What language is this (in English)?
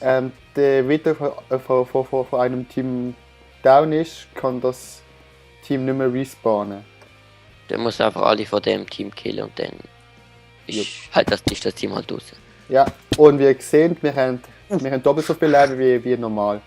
Swiss German